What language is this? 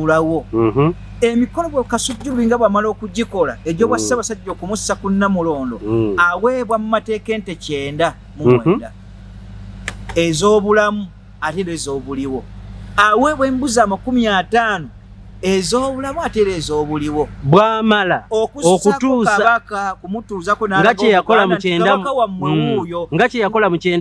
Ganda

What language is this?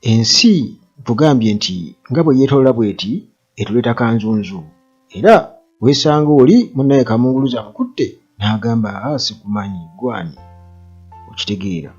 Ganda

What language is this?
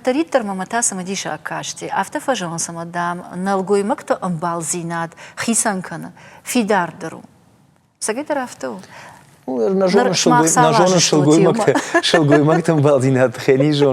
Ossetic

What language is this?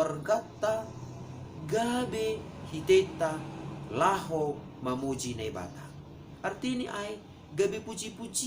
Batak Simalungun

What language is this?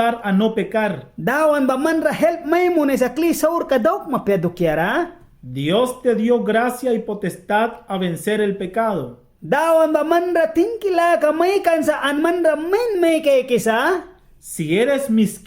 Mískito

